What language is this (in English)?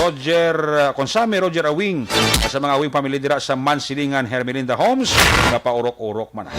Hiligaynon